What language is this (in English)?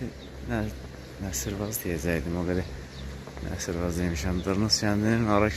Azerbaijani